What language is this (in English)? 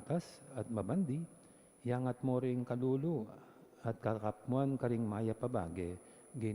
Pampanga